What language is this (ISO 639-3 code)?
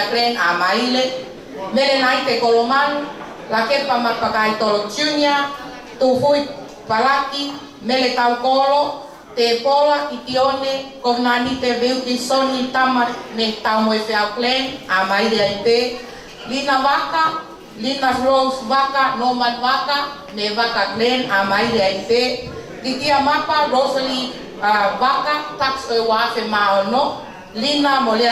ton